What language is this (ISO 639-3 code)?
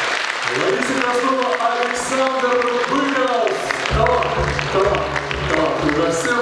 chv